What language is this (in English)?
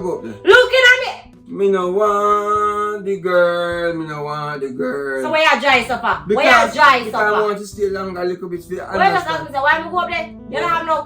Jamaican Creole English